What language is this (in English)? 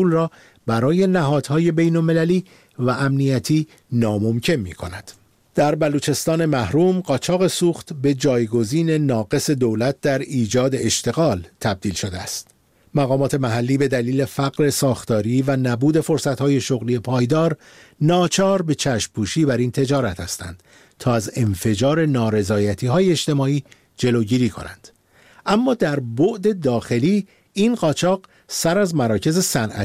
Persian